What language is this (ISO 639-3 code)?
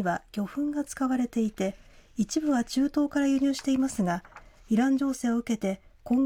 jpn